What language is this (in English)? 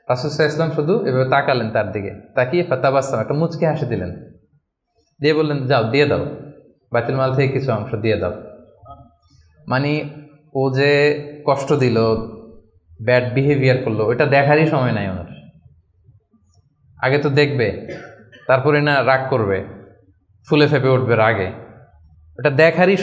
Bangla